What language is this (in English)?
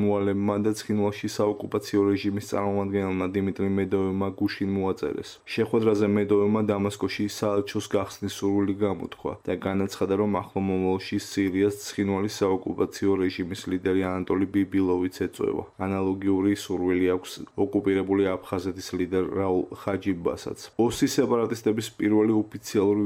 Georgian